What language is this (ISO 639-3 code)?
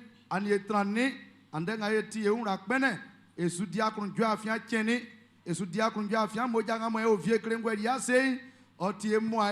bci